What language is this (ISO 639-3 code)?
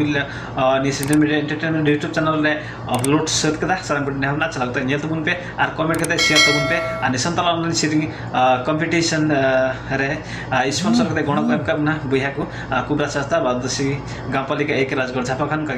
sat